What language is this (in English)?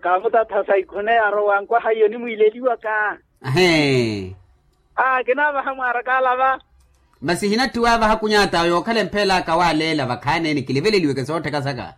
Makhuwa